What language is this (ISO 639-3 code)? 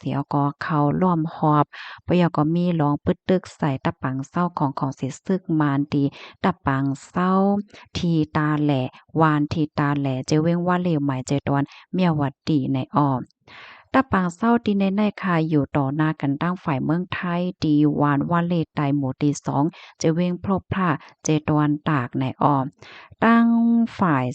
shn